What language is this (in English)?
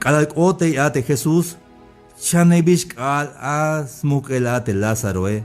Tzeltal